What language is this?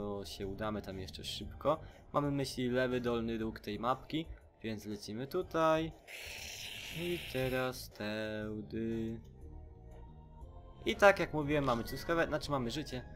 Polish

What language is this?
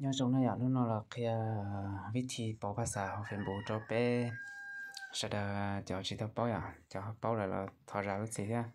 Hmong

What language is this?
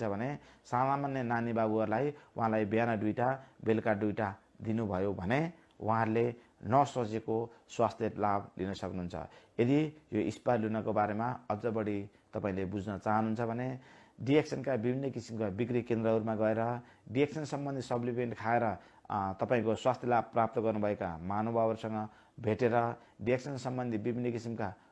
Nepali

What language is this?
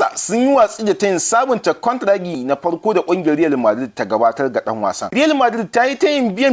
Hausa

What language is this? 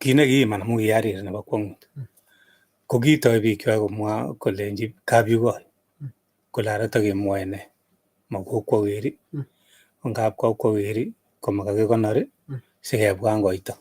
Kalenjin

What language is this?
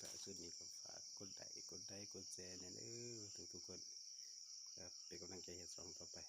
Lao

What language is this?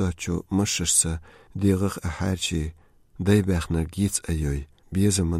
Chechen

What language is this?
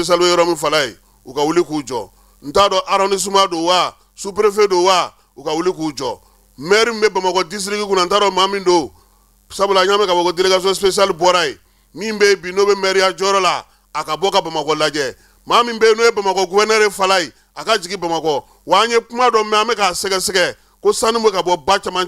Bambara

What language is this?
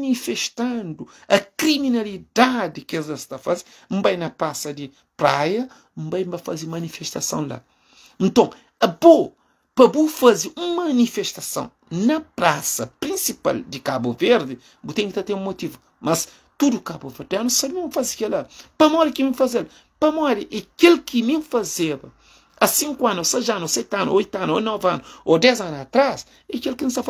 Kabuverdianu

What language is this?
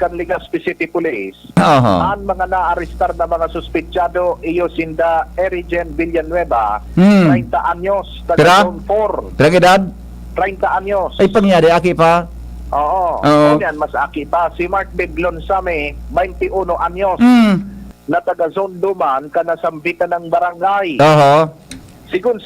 Bikol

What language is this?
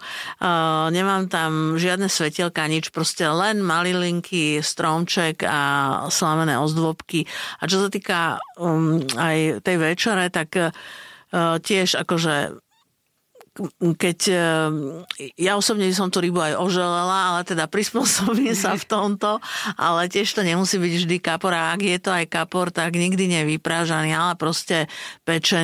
Slovak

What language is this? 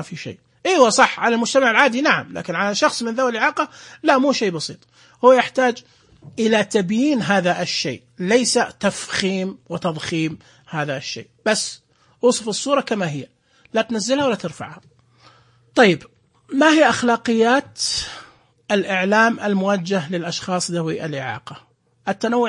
Najdi Arabic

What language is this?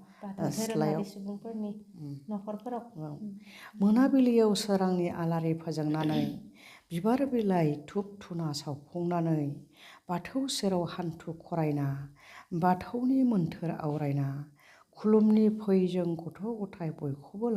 Bodo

